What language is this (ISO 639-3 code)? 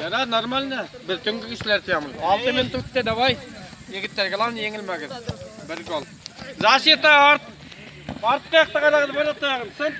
bak